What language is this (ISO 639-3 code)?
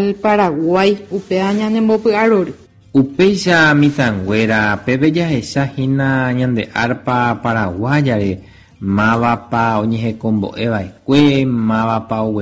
grn